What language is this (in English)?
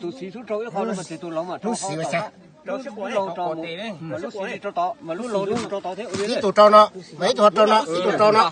Hmong